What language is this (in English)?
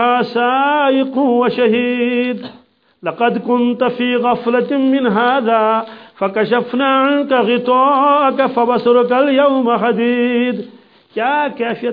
Kashmiri